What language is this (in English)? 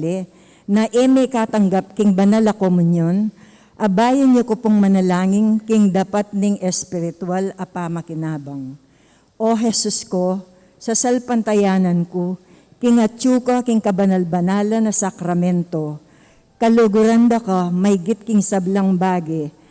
Pampanga